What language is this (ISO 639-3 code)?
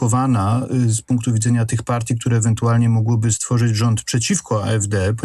pol